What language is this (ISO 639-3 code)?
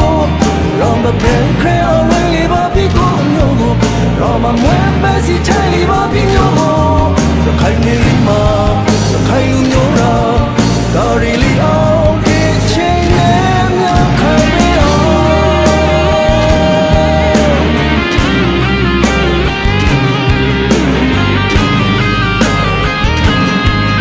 mya